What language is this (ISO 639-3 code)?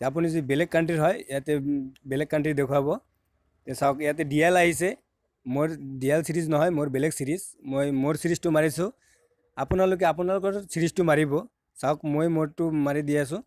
asm